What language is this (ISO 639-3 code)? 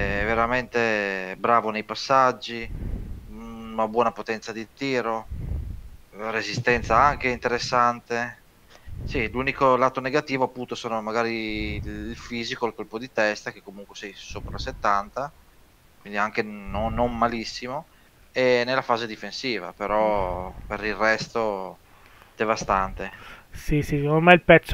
ita